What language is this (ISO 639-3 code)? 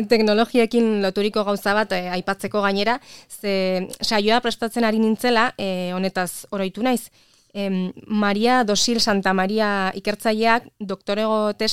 eus